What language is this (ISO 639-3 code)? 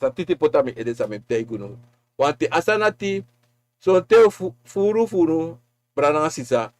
srn